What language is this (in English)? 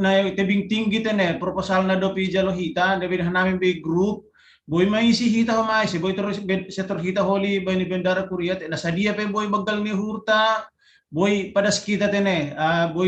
Batak Simalungun